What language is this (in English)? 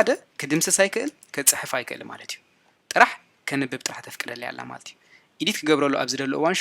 Tigrinya